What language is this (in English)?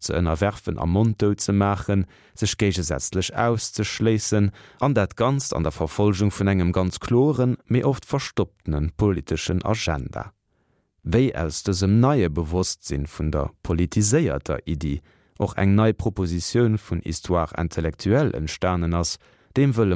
Luxembourgish